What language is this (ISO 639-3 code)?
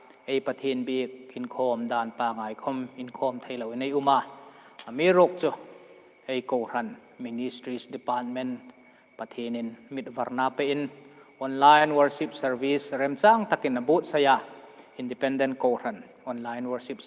hmr